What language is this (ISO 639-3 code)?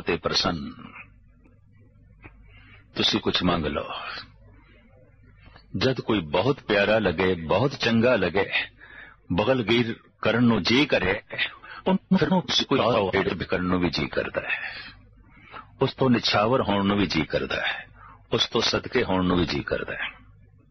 pan